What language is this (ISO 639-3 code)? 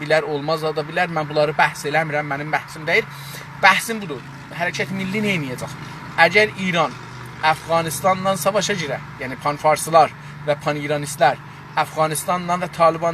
azb